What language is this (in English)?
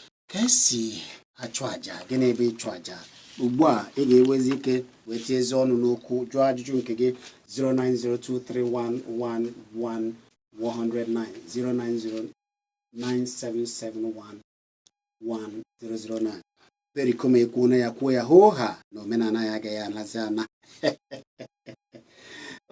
Igbo